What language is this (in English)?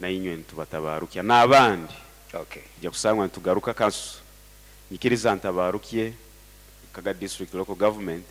Nyoro